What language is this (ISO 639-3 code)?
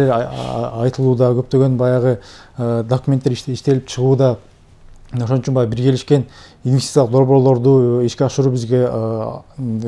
kir